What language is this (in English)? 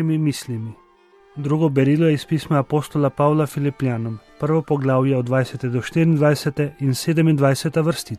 Slovenian